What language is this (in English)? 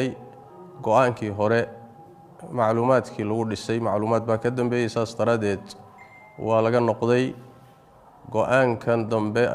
Somali